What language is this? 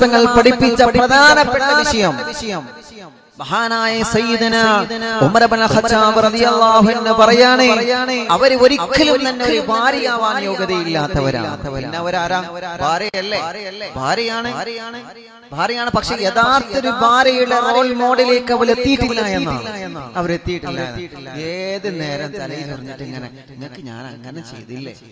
Malayalam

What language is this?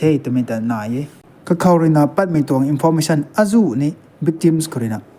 Rongmei Naga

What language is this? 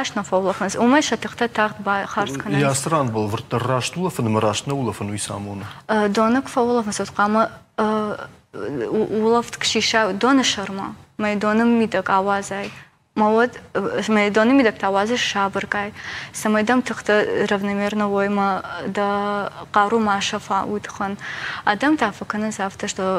Ossetic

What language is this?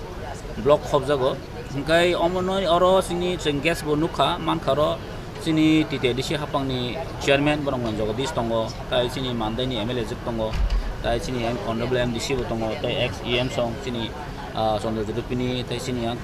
Kok Borok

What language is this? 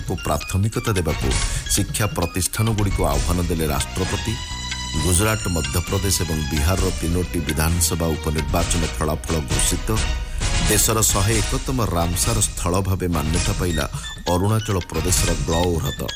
Odia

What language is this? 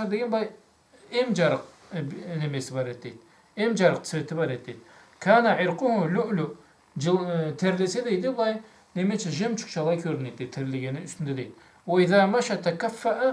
Karachay-Balkar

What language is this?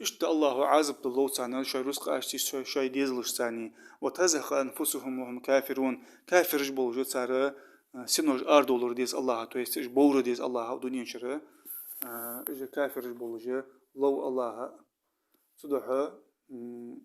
Ingush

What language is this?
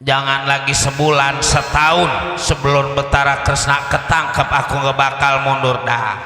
Betawi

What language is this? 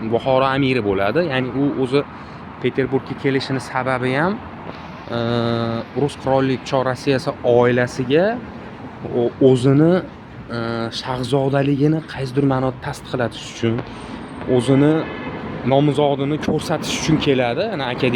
Uzbek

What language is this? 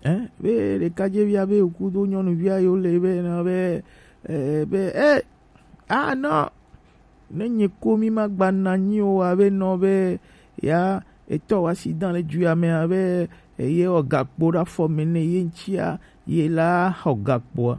Gen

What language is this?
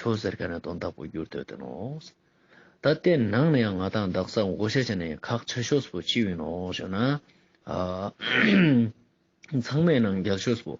Ladakhi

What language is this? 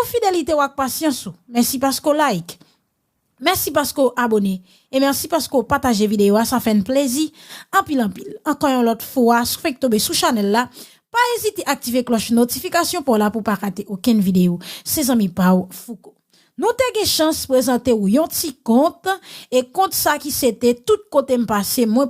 Haitian Creole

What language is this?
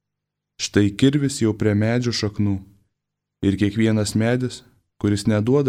Lithuanian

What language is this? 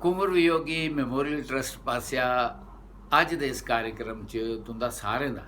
Dogri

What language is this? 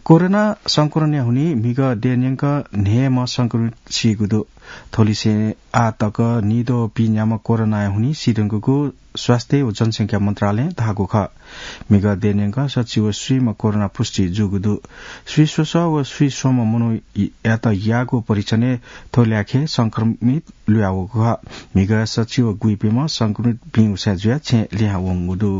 Newari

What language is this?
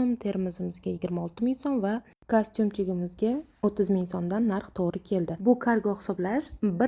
Uzbek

